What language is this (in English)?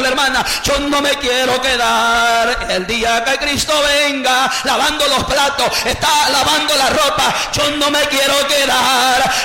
Spanish